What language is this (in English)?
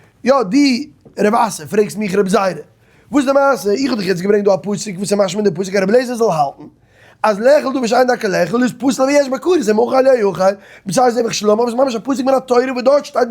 Yiddish